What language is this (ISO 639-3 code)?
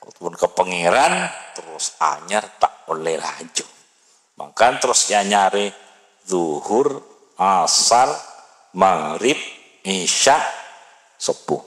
mad